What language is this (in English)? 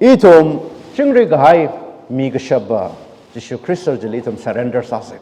Tangkhul Naga (India)